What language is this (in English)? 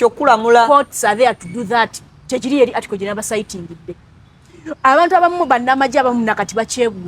Ganda